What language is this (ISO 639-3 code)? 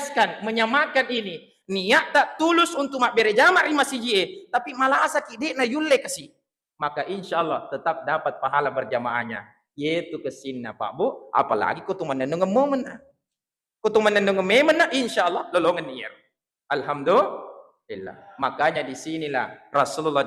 bug